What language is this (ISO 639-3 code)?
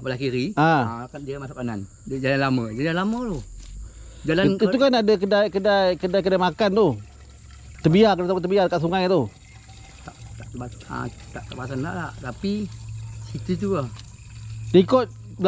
msa